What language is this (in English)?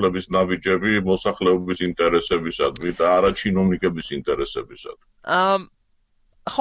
Georgian